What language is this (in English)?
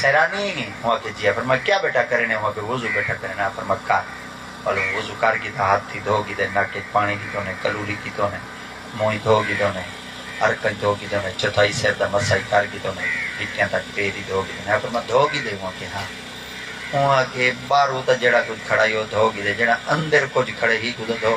Saraiki